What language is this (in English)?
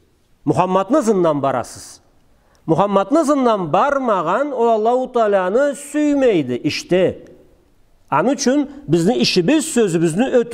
Karachay-Balkar